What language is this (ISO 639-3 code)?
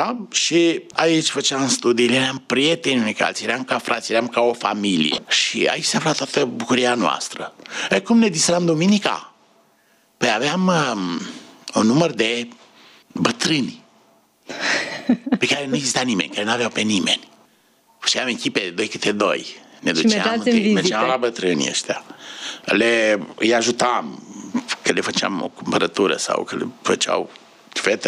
ron